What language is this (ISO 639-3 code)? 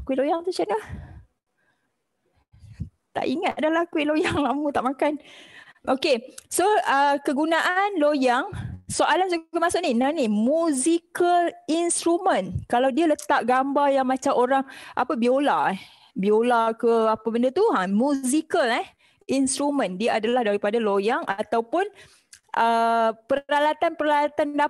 msa